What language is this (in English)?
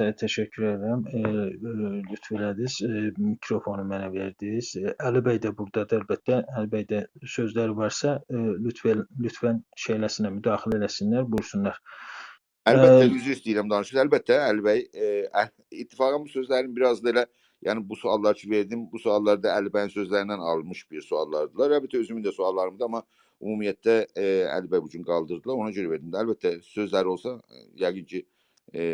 South Azerbaijani